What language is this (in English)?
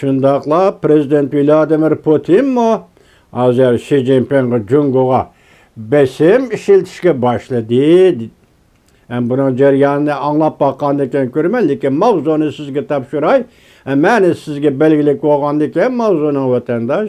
Uyghur